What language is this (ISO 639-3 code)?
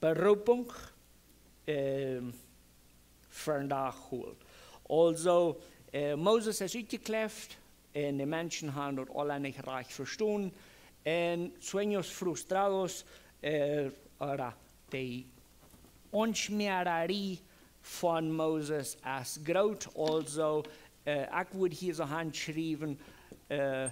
pdt